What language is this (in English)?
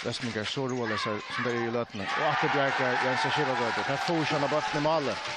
Faroese